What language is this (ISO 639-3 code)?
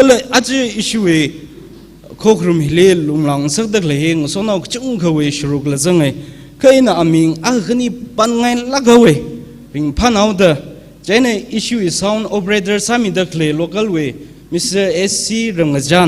nmf